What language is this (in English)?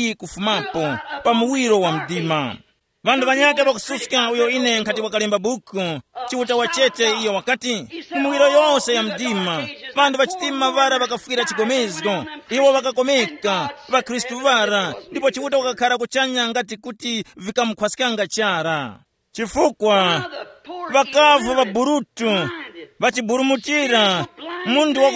Tumbuka